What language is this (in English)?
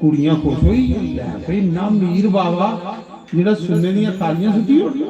Dogri